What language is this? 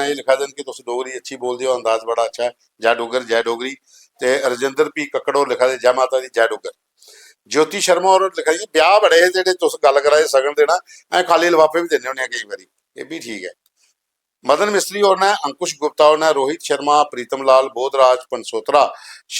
Dogri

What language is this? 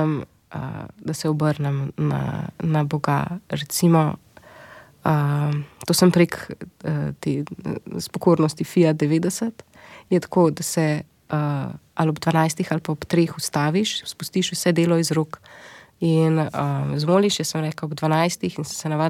Slovenian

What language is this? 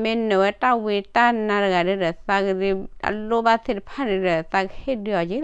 S'gaw Karen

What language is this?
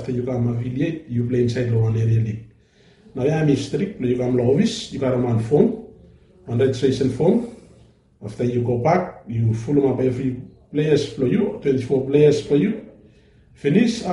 Bislama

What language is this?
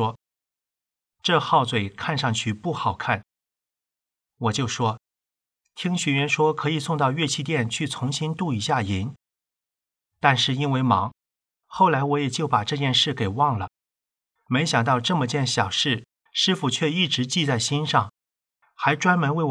Chinese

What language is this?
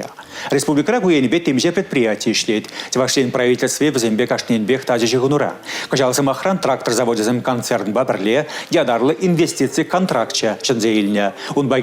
Chuvash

